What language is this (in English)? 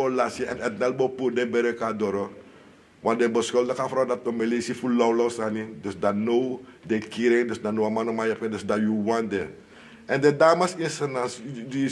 Sranan Tongo